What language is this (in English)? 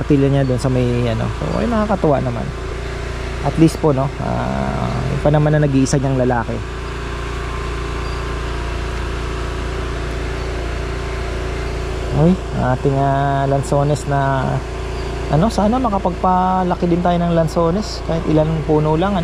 Filipino